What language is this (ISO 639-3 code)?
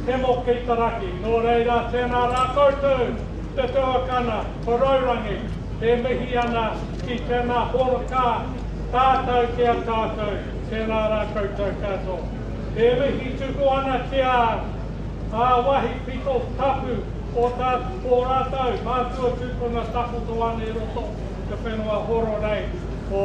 mri